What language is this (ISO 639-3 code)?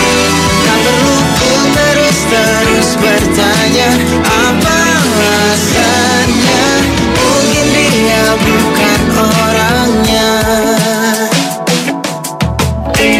ind